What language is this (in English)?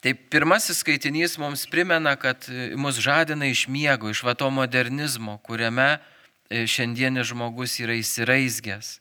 Lithuanian